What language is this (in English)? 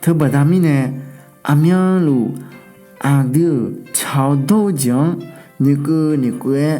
Akha